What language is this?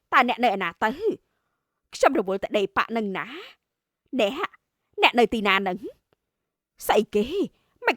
Khmer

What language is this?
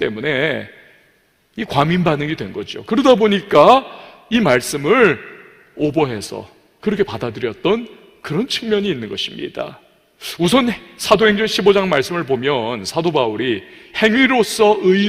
Korean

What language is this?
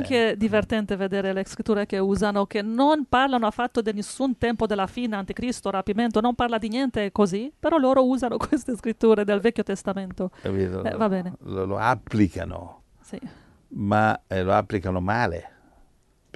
Italian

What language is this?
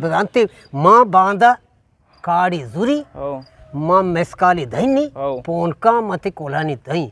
Eastern Balochi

